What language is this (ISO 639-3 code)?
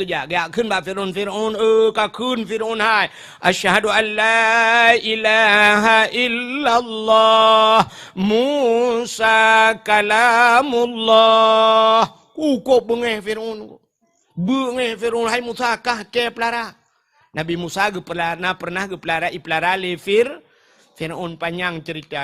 ace